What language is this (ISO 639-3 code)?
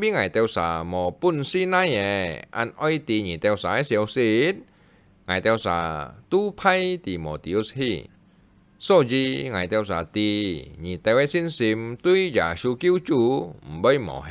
hak